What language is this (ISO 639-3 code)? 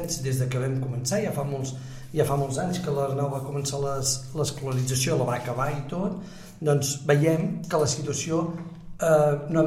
cat